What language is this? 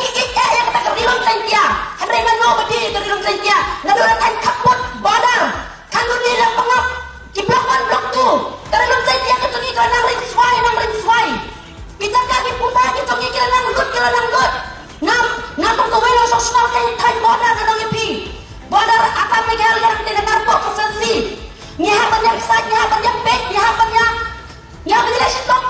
Khasi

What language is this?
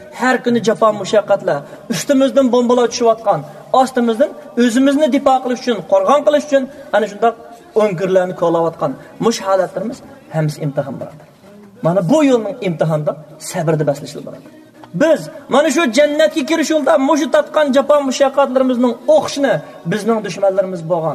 Uyghur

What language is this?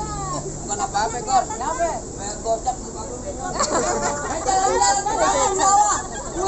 Betawi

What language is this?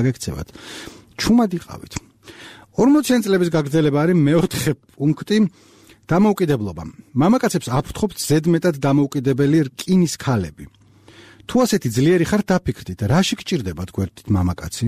Georgian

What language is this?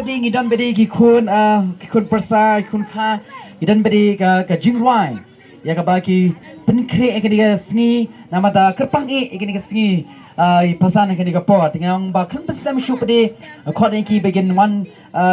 Khasi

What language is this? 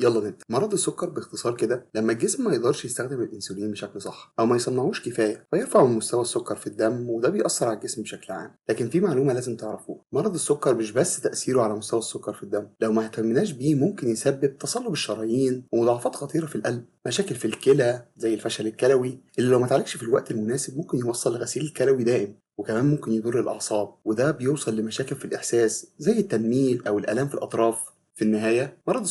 Egyptian Arabic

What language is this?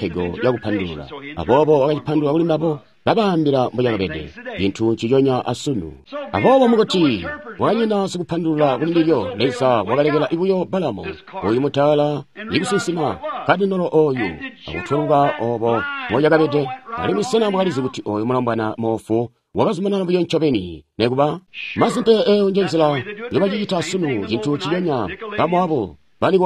Tonga (Zambia)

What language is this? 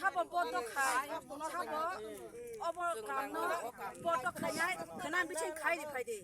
Kok Borok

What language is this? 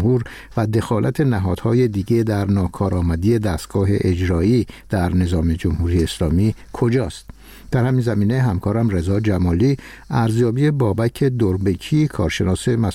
Persian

